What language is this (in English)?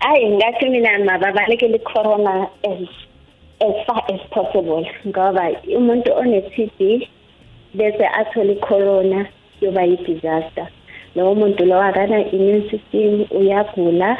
South Ndebele